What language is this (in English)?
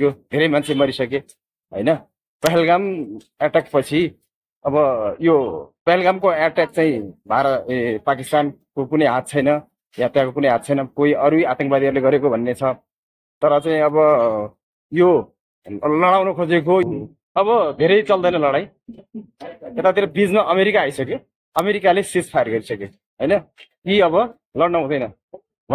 Nepali